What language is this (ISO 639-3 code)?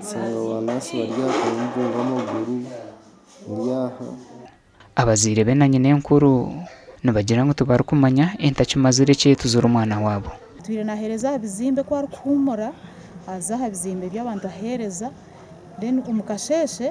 nyn